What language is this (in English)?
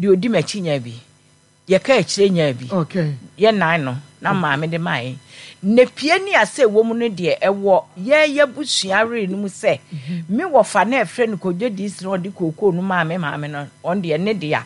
Akan